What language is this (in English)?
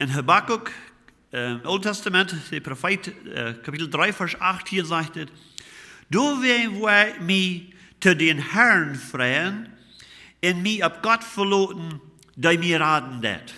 Plautdietsch